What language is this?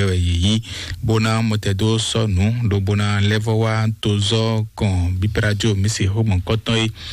Fon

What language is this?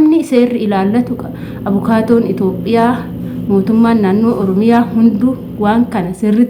Oromo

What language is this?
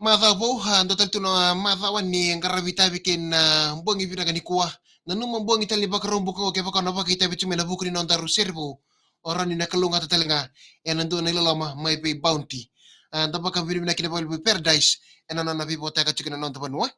Fijian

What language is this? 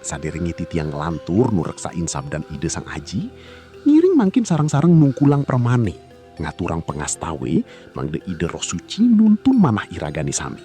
Balinese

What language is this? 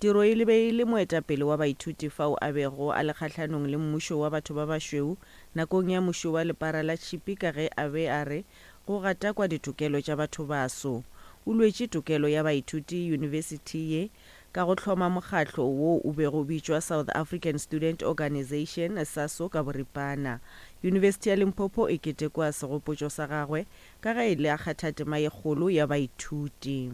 Northern Sotho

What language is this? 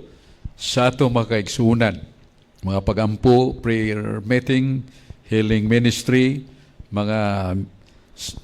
Cebuano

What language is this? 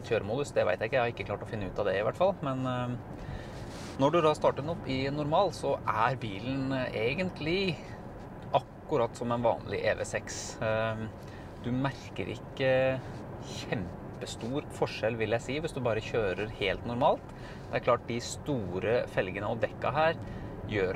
Norwegian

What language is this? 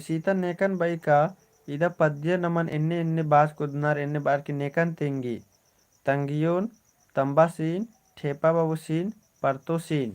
Kurukh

